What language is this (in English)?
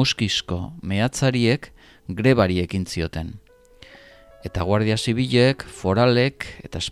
Basque